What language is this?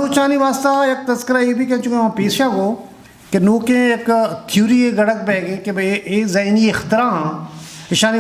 Eastern Balochi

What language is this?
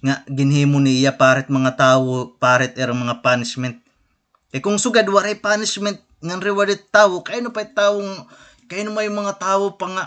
Waray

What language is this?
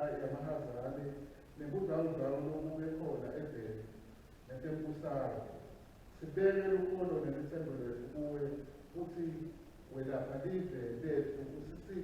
Swati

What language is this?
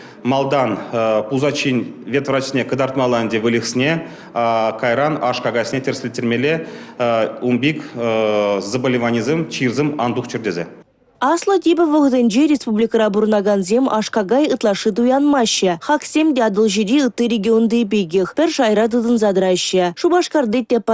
Chuvash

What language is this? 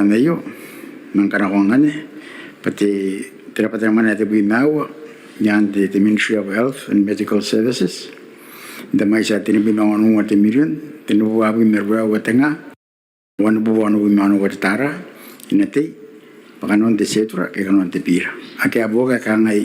Gilbertese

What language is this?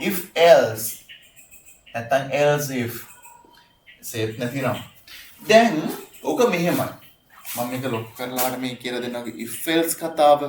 Sinhala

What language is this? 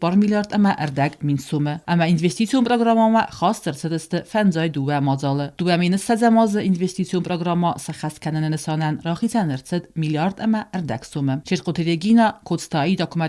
Ossetic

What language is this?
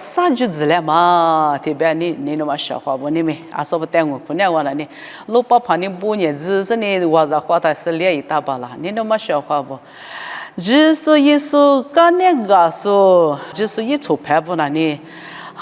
Lisu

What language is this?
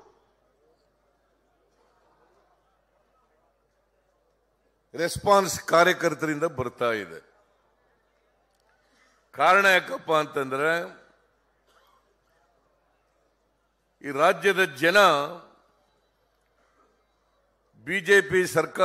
Kannada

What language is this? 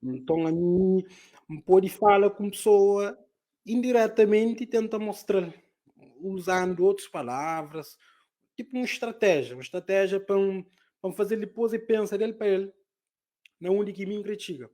Kabuverdianu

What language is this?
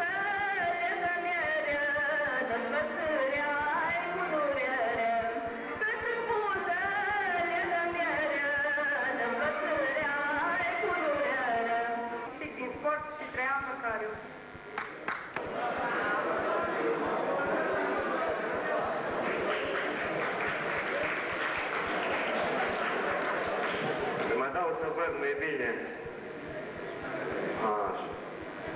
Romanian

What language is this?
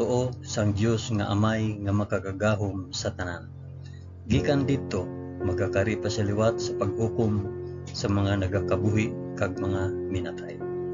Hiligaynon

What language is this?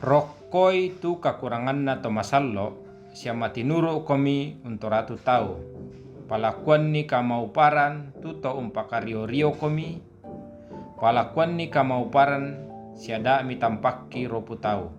Toraja-Sa'dan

